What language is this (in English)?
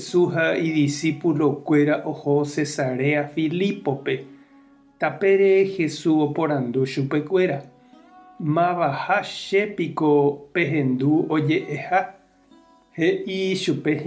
Guarani